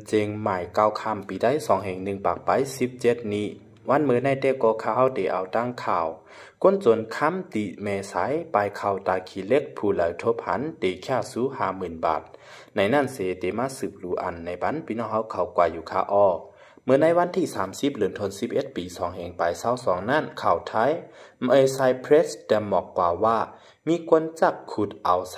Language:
Shan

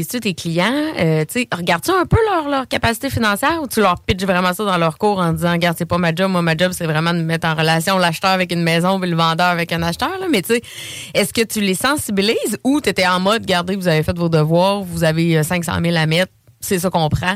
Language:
French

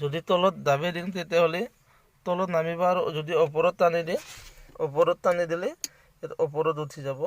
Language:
Assamese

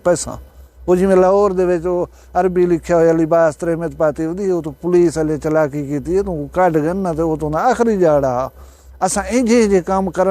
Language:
Saraiki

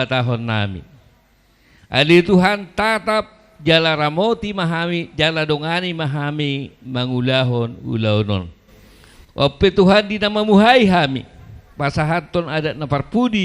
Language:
Batak Toba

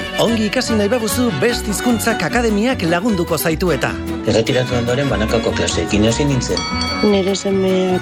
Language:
Basque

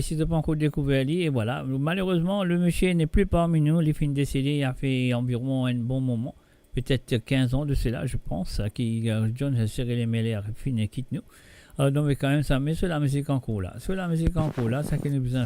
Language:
Morisyen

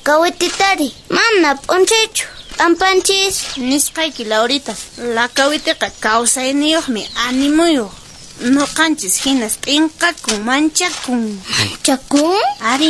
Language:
Quechua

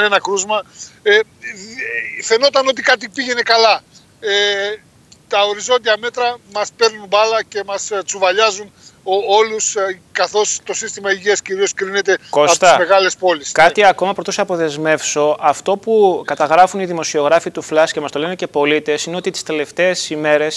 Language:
Greek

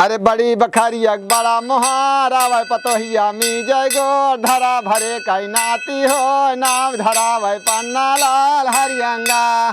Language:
Awadhi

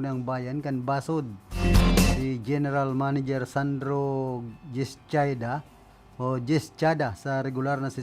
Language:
Bikol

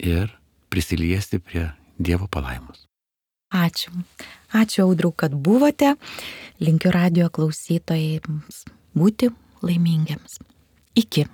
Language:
Lithuanian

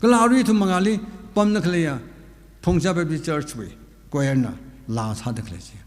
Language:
Tangkhul Naga (India)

